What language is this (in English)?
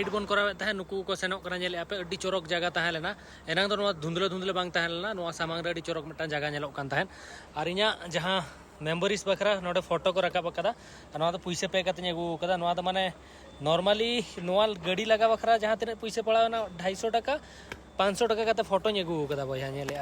Santali